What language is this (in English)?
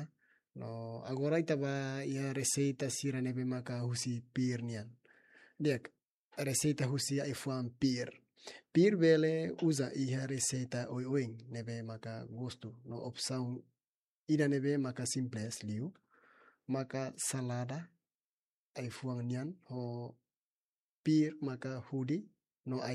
Tetum